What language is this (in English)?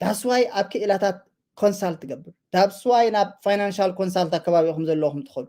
Tigrinya